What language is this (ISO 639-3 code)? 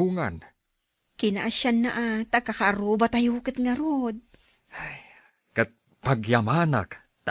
ilo